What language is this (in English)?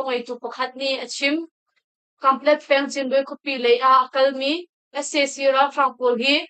Hakha Chin